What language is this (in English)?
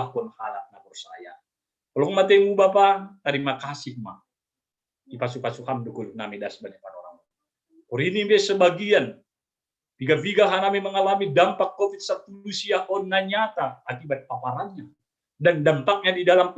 Batak Simalungun